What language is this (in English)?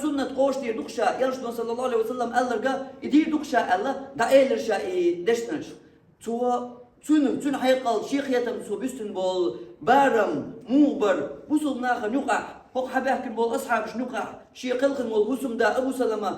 Chechen